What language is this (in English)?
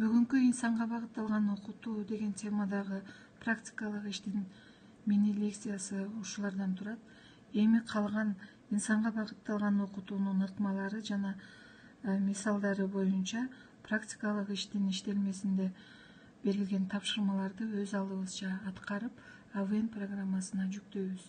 Kyrgyz